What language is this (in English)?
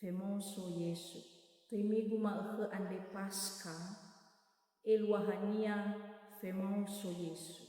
Nias